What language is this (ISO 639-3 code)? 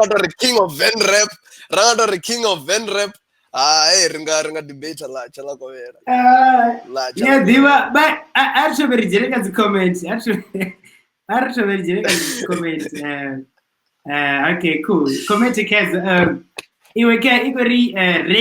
ven